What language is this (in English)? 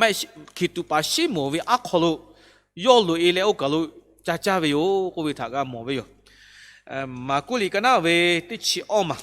Lahu